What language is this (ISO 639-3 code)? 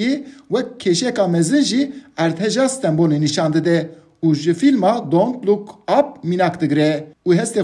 kur